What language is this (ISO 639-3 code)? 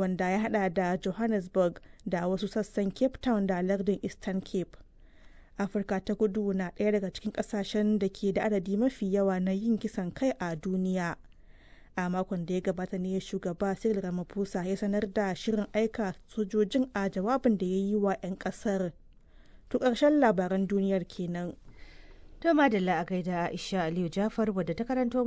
hau